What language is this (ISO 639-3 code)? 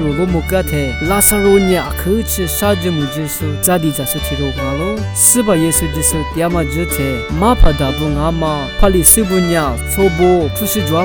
lis